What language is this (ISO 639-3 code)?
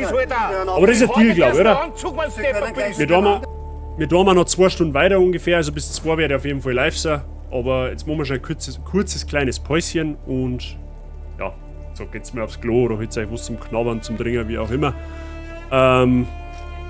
bar